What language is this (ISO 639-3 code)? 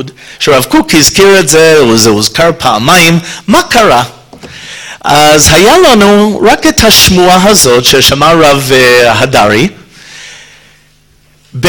heb